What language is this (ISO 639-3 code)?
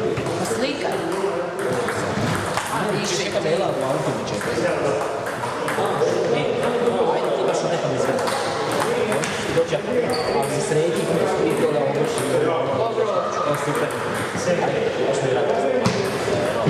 hrv